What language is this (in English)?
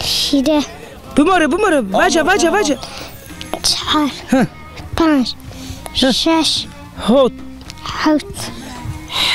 Zaza